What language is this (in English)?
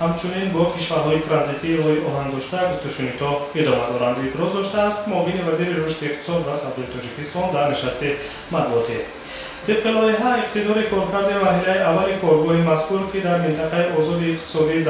Tajik